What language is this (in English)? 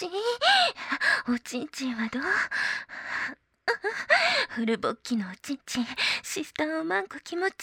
Japanese